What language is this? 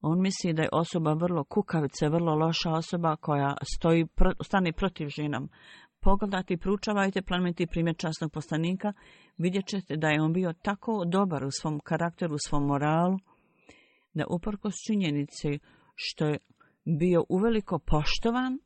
Bosnian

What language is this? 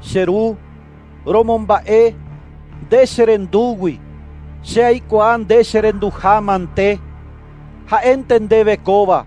Guarani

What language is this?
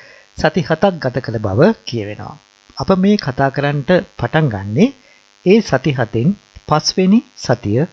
Sinhala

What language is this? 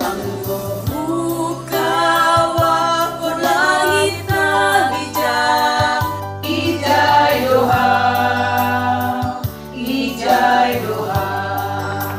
Batak Simalungun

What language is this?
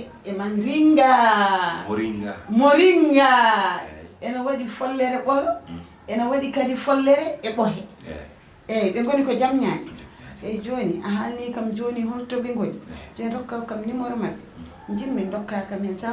Fula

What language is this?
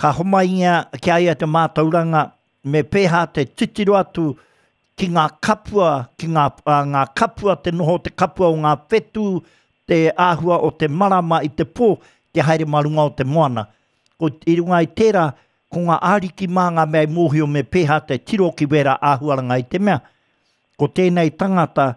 Māori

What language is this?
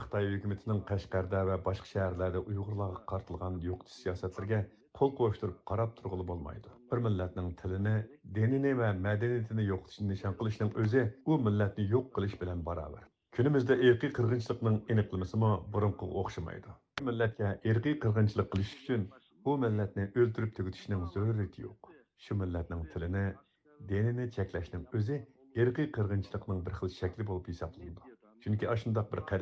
Uyghur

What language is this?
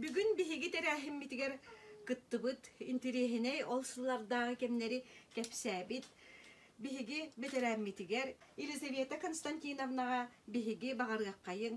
Yakut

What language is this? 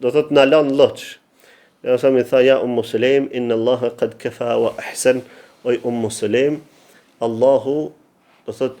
Albanian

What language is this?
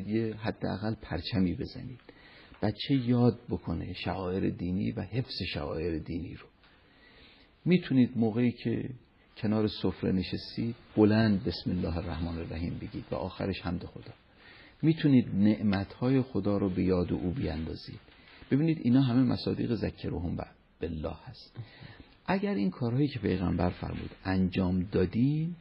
Persian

